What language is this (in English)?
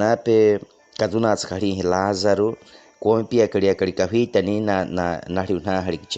Baniwa